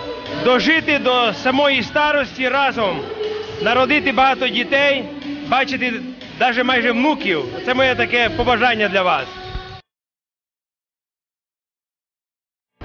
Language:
Ukrainian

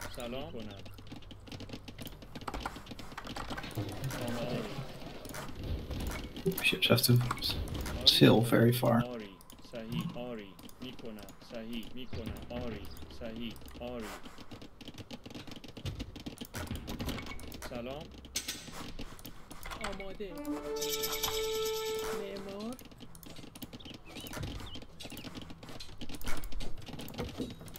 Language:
Persian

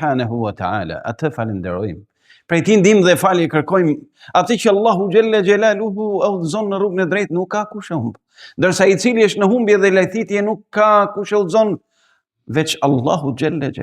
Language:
Albanian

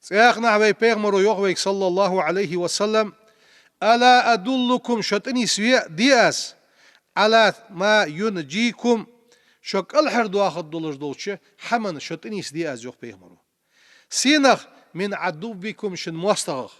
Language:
Ingush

